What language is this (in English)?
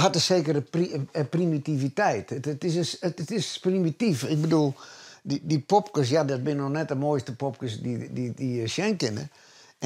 Western Frisian